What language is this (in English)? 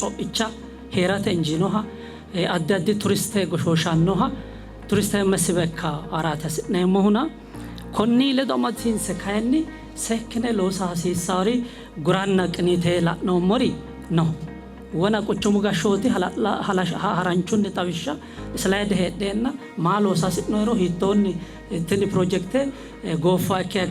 Sidamo